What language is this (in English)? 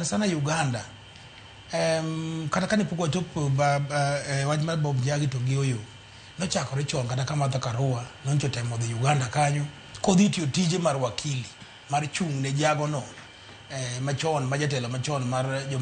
Luo (Kenya and Tanzania)